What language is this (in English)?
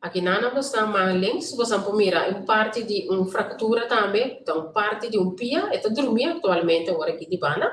Papiamento